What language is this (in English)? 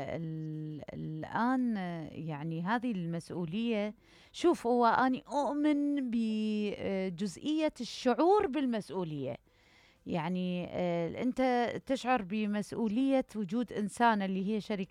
Mesopotamian Arabic